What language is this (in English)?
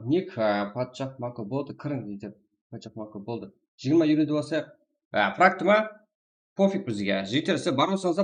Kara-Kalpak